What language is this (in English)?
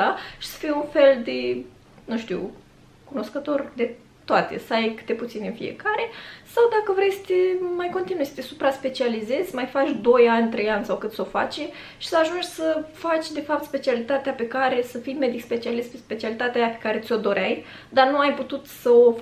Romanian